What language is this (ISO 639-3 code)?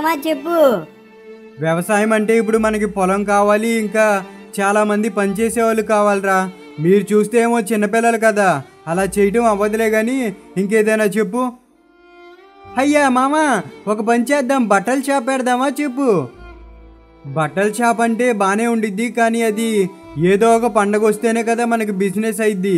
tel